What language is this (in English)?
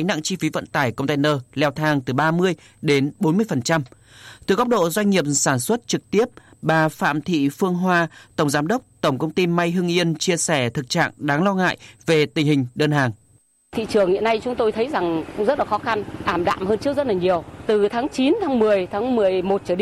Vietnamese